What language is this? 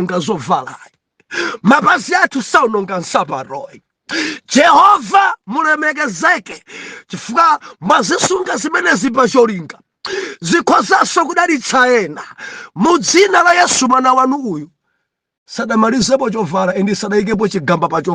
Nyanja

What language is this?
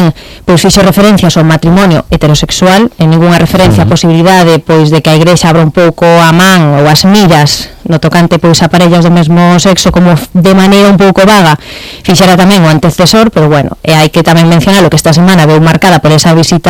Galician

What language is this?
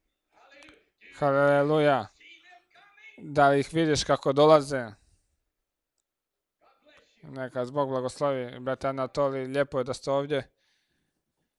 Croatian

